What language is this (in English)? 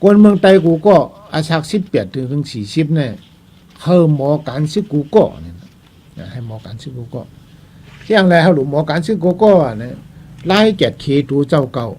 Shan